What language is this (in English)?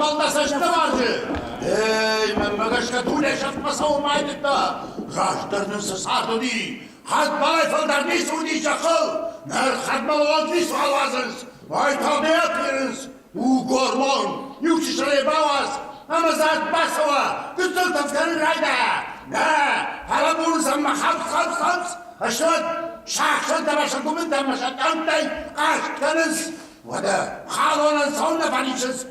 Ossetic